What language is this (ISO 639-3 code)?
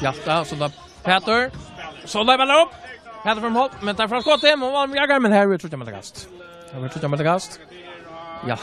fao